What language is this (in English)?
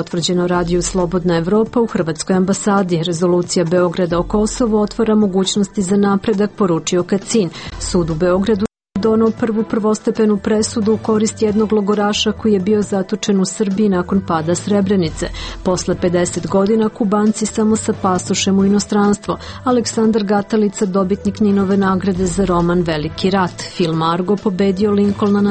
Serbian